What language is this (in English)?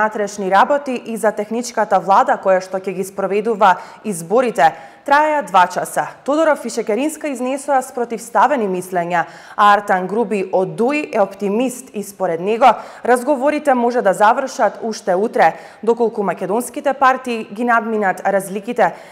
Macedonian